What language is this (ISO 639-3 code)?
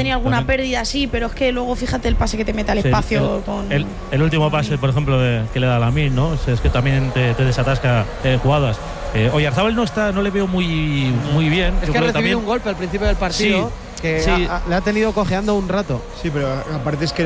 spa